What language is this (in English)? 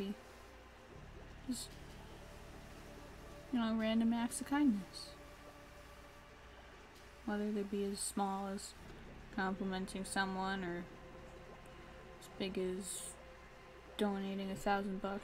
English